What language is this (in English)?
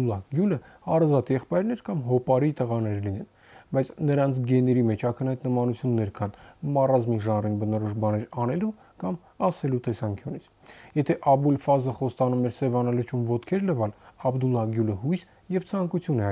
Armenian